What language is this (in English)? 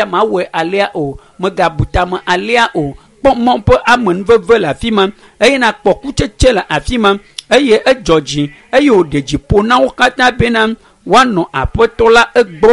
Ewe